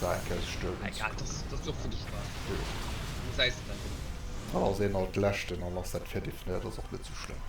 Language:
Luxembourgish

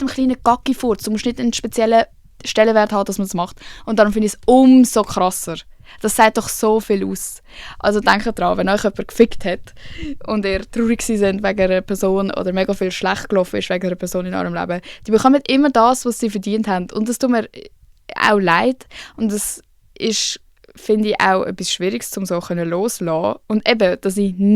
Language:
Swiss German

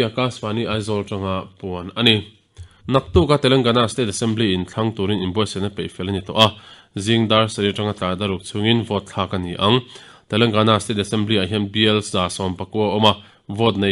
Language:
Mizo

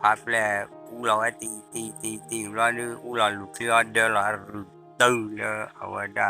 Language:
S'gaw Karen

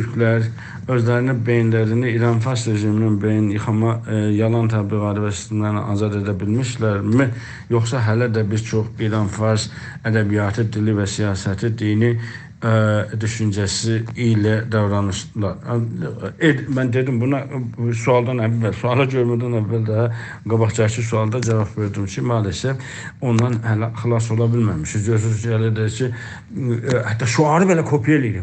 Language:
South Azerbaijani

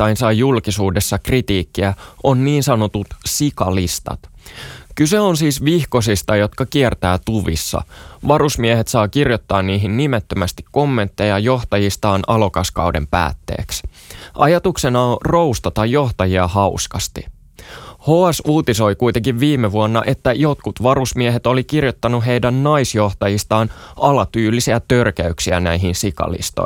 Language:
Finnish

